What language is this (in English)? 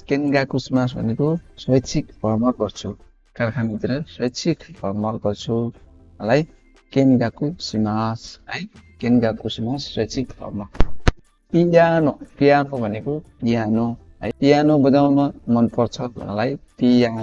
Nepali